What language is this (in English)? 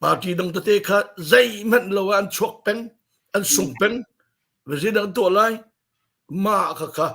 Hakha Chin